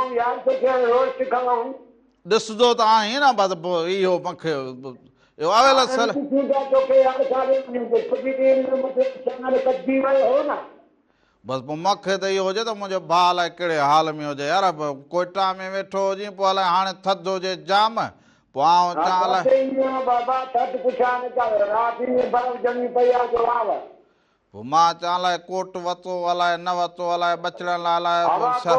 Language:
Sindhi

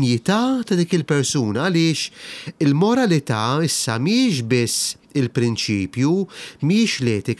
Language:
Maltese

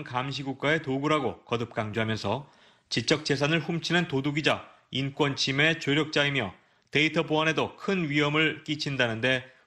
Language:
Korean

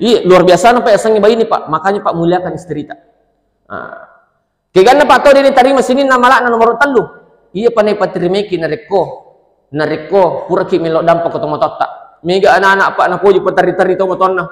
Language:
Buginese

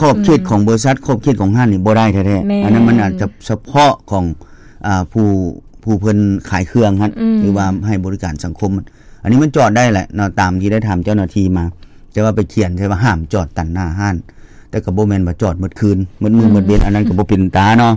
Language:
Lao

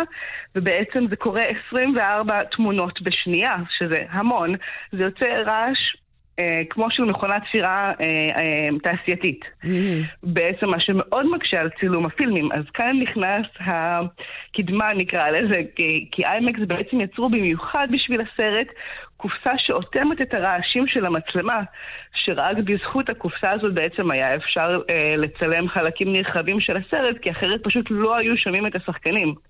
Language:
Hebrew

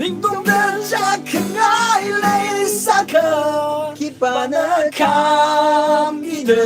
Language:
Tangkhul Naga (India)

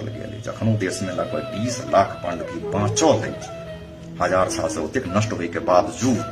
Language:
Maithili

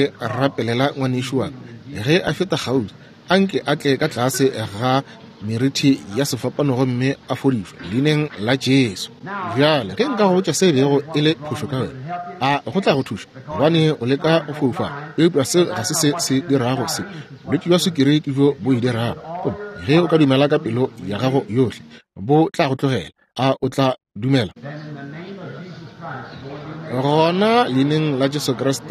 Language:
Northern Sotho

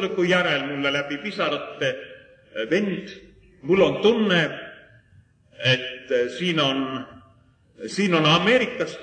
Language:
Estonian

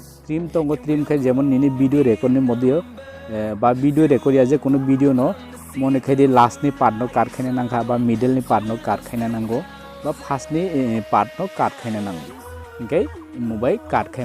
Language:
Kok Borok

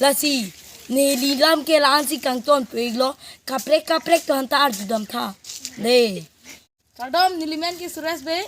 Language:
Karbi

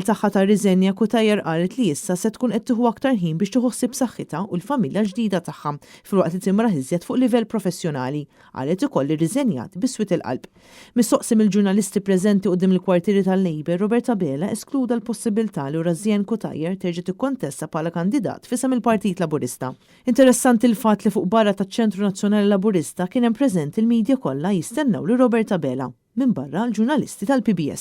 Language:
Maltese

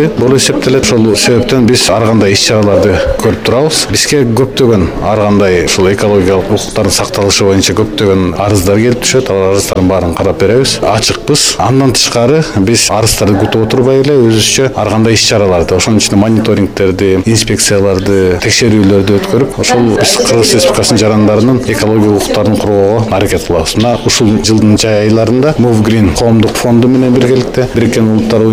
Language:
Kyrgyz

